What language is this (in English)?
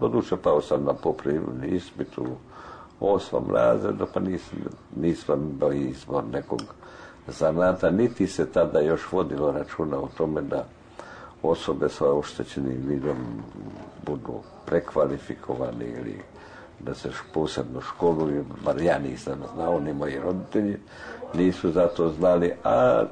Serbian